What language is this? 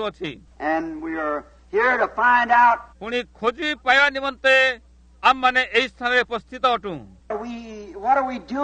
Odia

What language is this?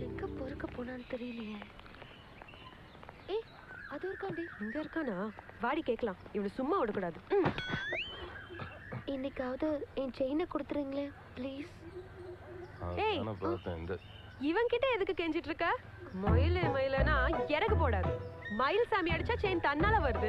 Tamil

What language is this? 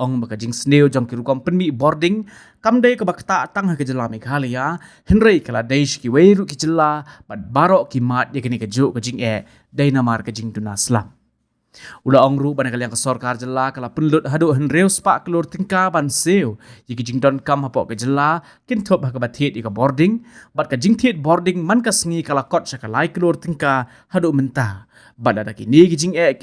Khasi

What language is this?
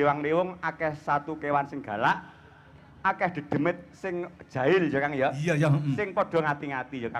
Javanese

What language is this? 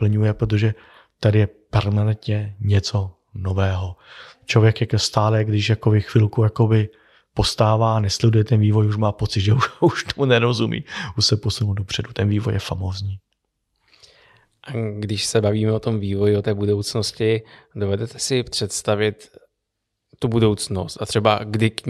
Czech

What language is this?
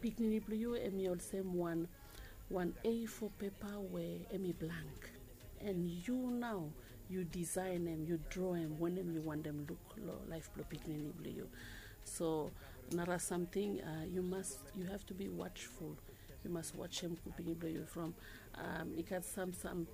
Bislama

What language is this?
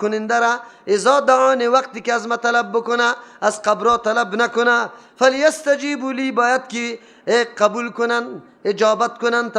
Persian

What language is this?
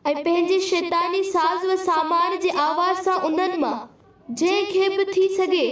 Sindhi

